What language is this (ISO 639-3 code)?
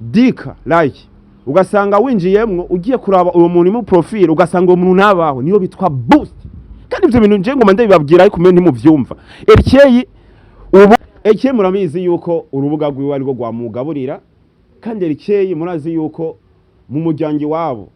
run